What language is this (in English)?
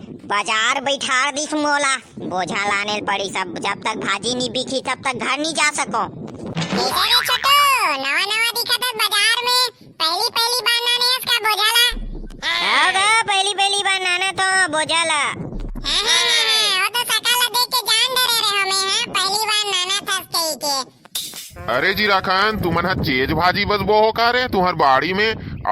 Chhattisgarhi